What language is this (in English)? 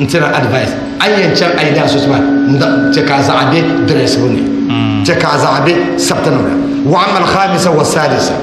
Dagbani